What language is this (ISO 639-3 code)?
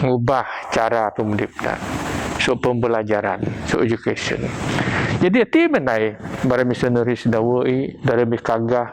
bth